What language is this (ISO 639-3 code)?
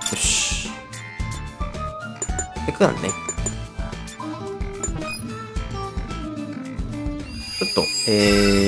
jpn